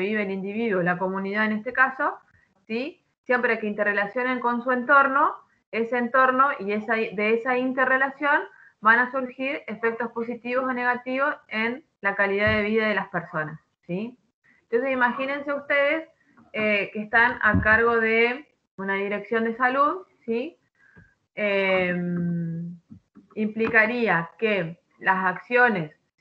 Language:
Spanish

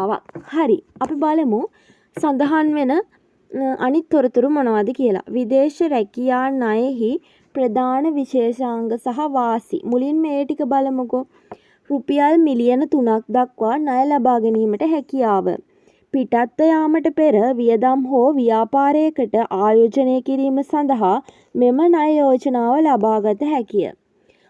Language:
Sinhala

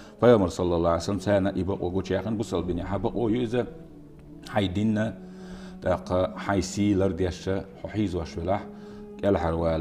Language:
Chechen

